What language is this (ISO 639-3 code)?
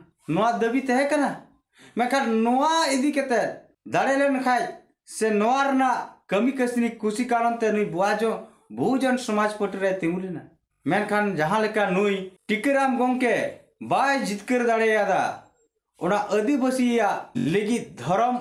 sat